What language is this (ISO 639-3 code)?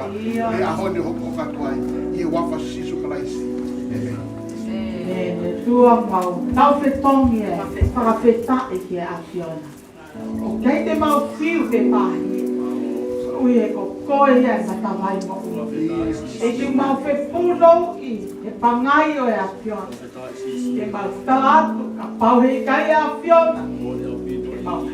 ton